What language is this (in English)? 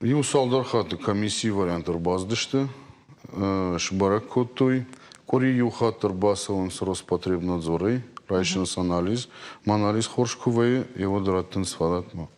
Ossetic